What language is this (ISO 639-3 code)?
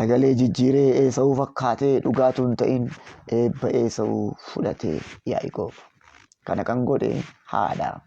orm